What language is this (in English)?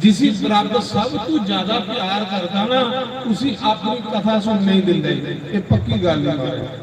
Dogri